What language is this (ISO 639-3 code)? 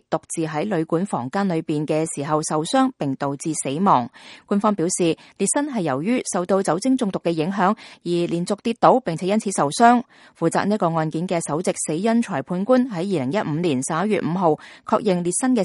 yue